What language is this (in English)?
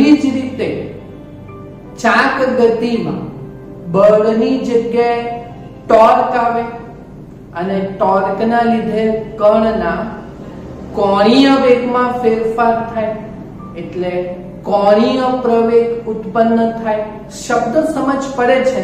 Gujarati